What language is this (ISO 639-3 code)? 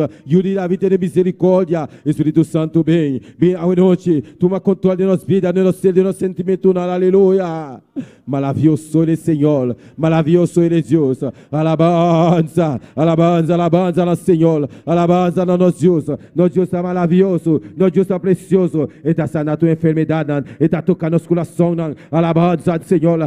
pap